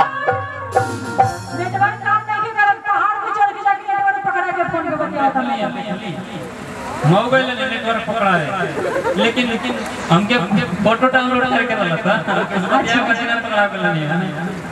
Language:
Bhojpuri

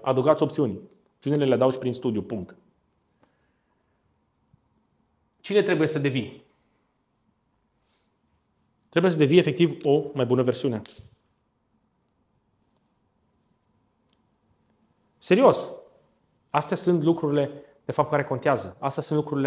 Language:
Romanian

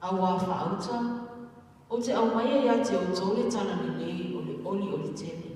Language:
Samoan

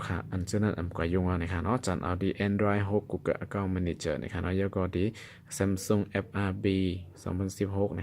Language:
Shan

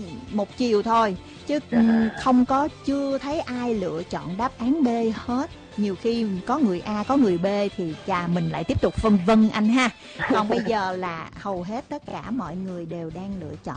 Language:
Vietnamese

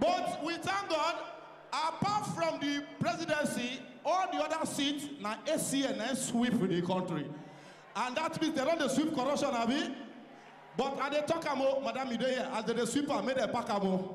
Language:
Nigerian Pidgin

